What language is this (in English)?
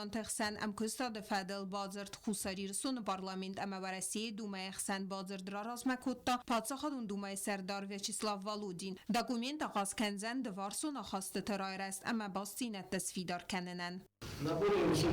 Ossetic